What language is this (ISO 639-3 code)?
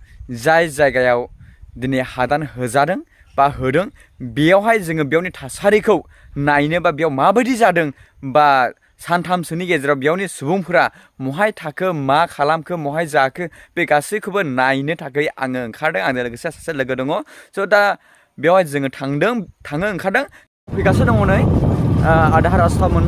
brx